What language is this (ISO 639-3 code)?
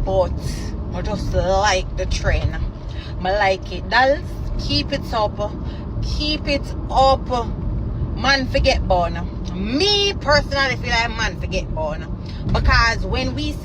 jam